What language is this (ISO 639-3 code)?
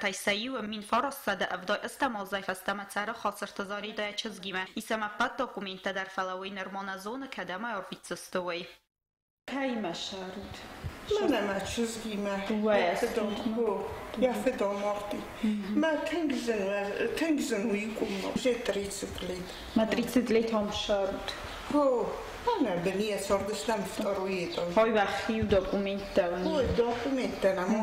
oss